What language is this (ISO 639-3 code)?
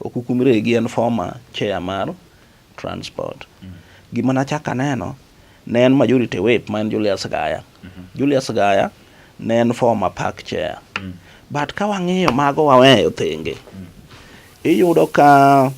luo